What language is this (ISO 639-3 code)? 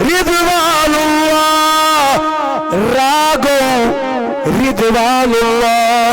kas